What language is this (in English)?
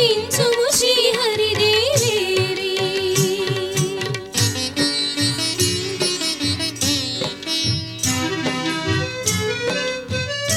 Telugu